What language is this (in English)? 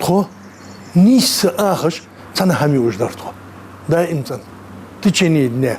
Ingush